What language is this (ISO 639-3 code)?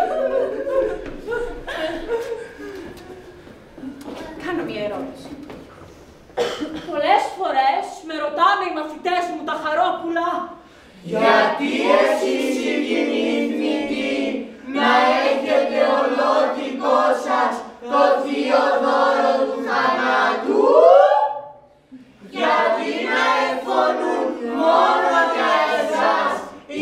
ell